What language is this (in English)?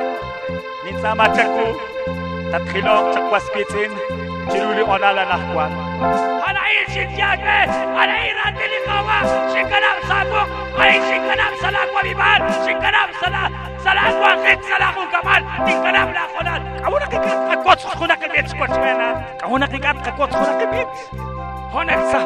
Kekchí